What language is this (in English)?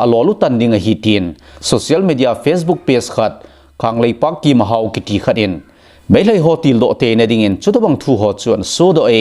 Thado Chin